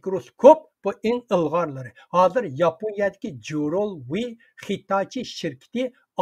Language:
Uyghur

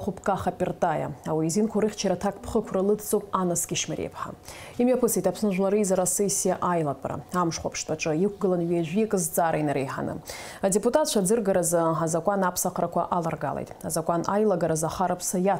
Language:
Abkhazian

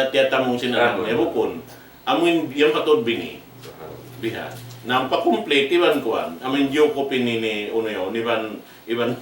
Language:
Tausug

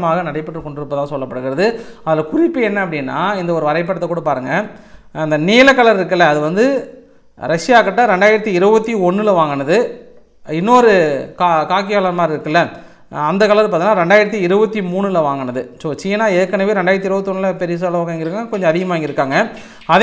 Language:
Tamil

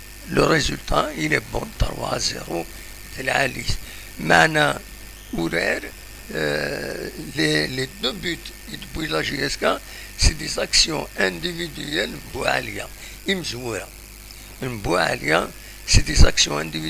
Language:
Kabyle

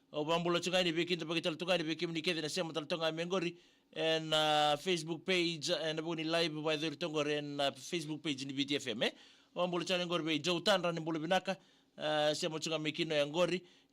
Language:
Fijian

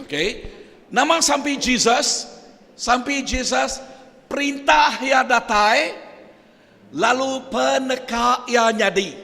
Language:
Iban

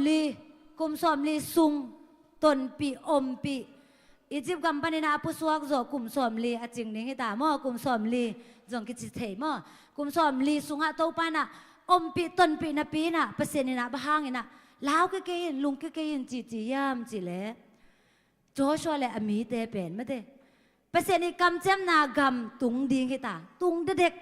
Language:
Tedim Chin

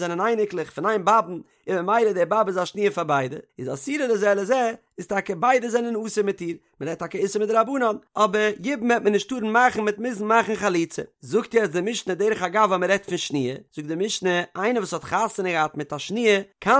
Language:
Yiddish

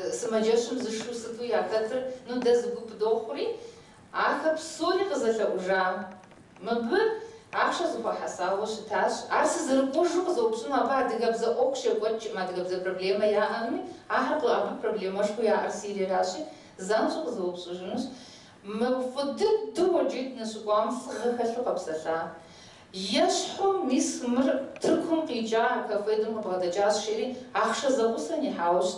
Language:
Kabardian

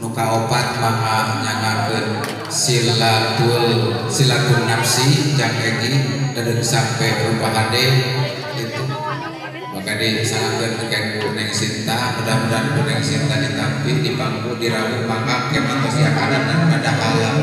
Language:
Sundanese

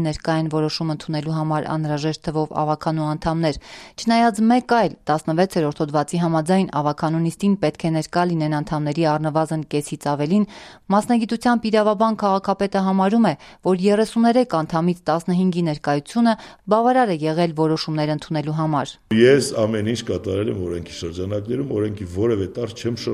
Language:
Armenian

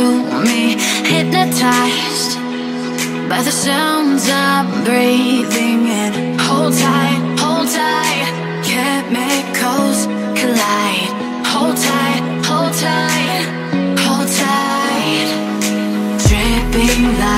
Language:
English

